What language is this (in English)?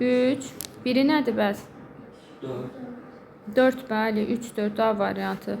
Azerbaijani